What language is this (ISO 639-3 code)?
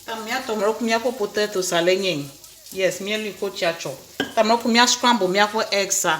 ewe